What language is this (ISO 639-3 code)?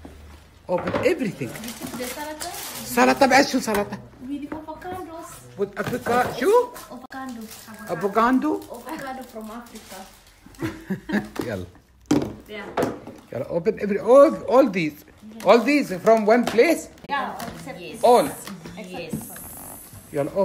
afb